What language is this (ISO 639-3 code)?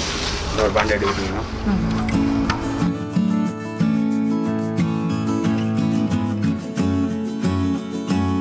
tam